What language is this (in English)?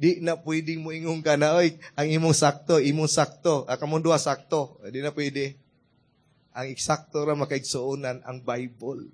Cebuano